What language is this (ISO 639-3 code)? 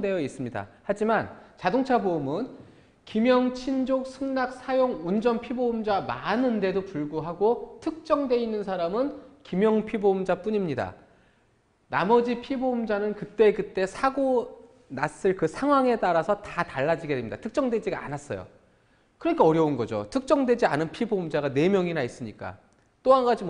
kor